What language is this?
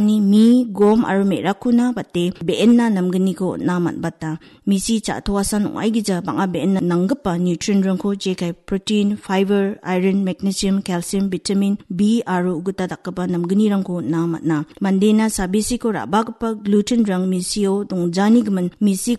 Garo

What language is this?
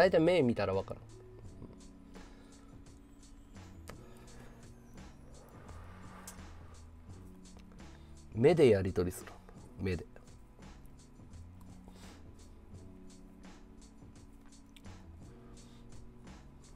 Japanese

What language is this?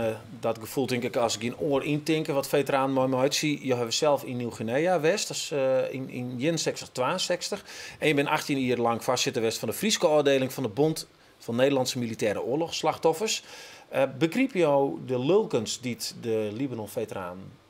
Western Frisian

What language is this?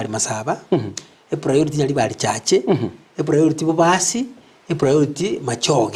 Gusii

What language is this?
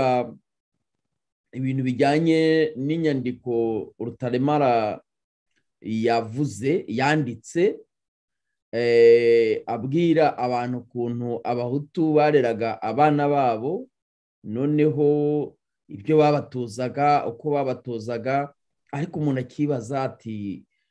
Kinyarwanda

